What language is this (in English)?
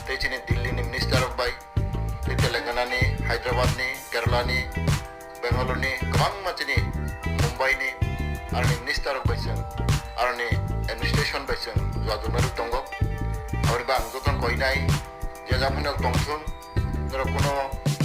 Riang (India)